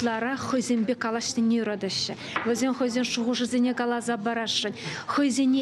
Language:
Chuvash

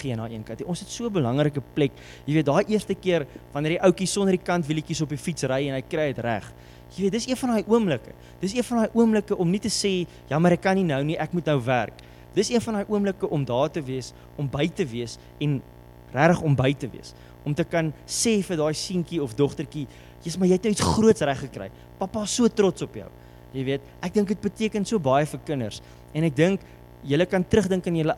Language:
Afrikaans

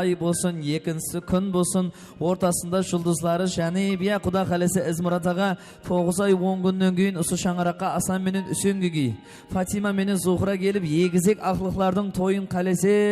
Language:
Kara-Kalpak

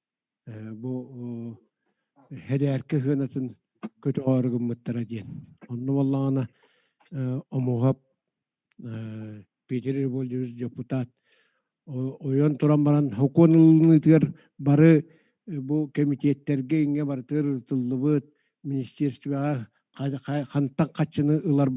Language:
Yakut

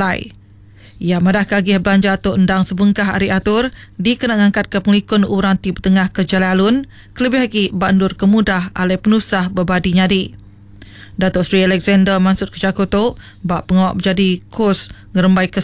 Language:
Iban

